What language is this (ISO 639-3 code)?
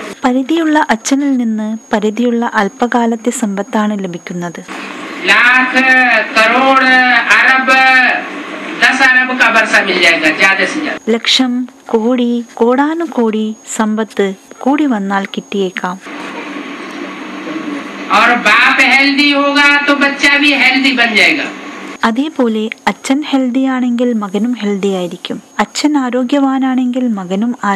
mal